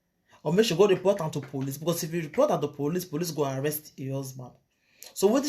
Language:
Nigerian Pidgin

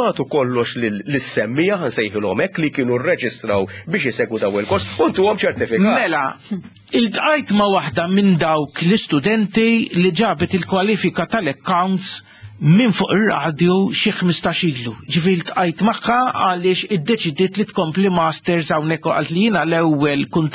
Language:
Maltese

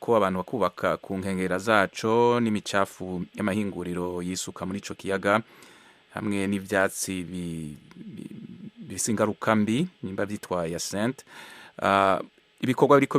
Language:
Rundi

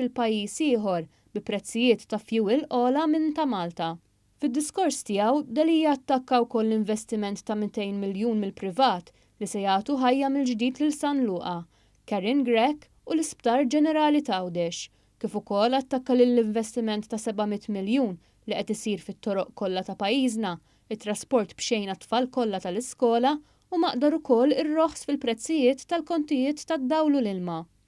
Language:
Maltese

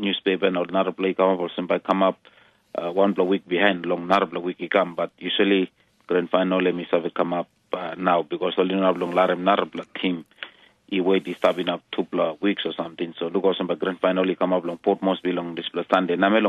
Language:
Tok Pisin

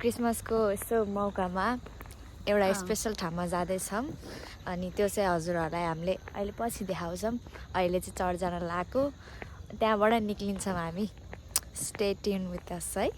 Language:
Nepali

